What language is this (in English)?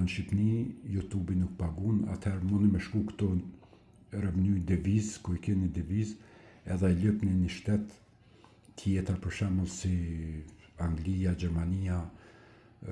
Albanian